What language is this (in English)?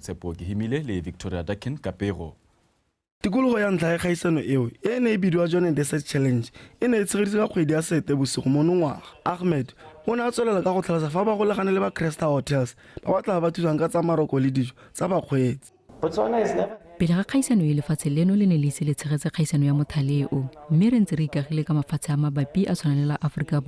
Tswana